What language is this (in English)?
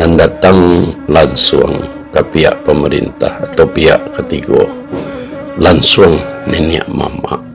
Minangkabau